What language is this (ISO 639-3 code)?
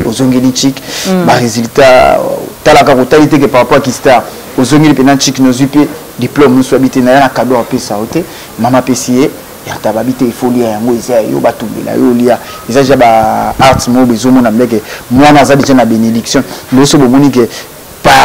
lin